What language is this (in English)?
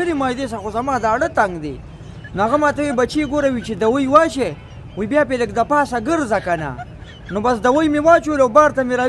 Pashto